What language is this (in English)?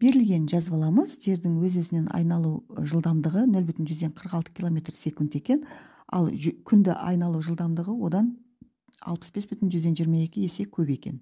Kazakh